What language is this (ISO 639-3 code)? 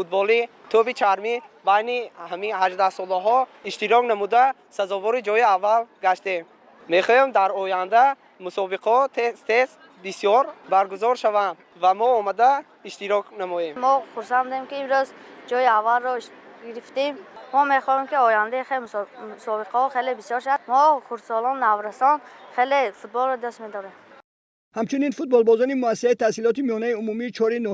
tgk